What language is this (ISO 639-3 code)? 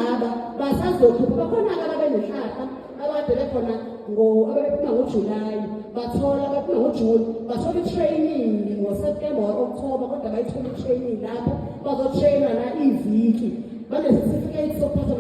zul